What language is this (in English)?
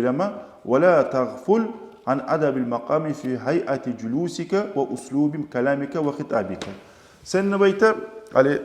Kumyk